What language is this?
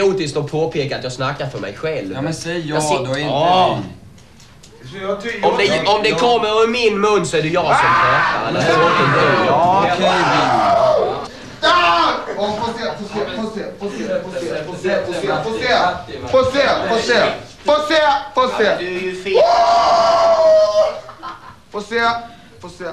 Swedish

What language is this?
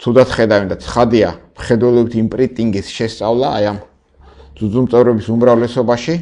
Georgian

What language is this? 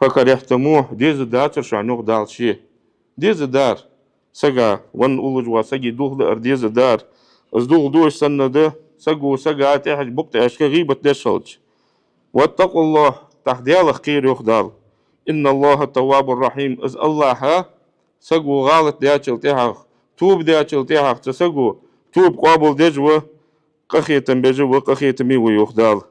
Ingush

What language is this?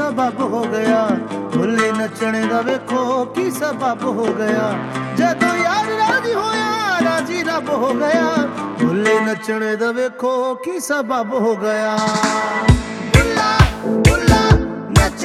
Punjabi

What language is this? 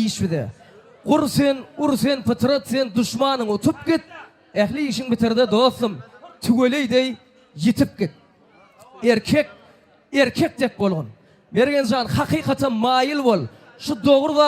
Turkmen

